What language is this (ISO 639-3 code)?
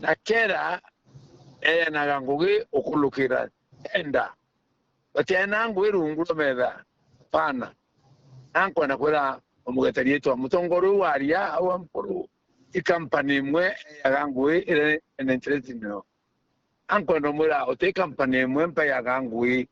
mer